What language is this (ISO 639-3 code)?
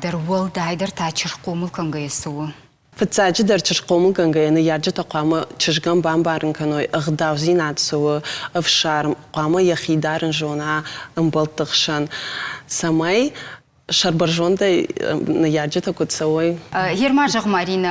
oss